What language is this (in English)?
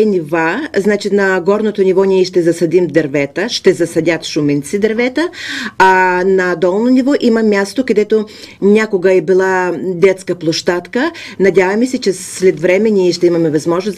Bulgarian